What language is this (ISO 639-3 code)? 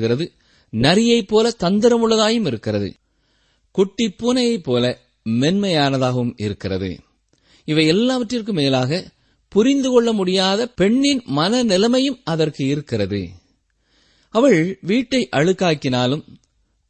tam